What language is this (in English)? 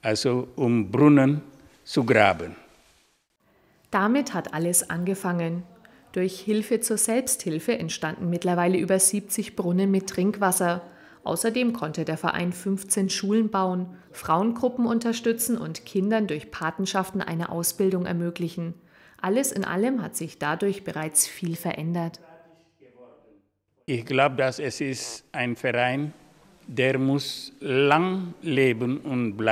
German